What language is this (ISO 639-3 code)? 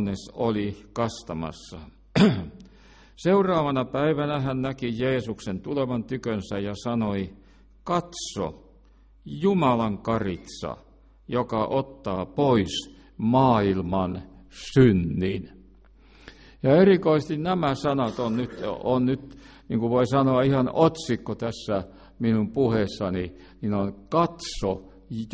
fin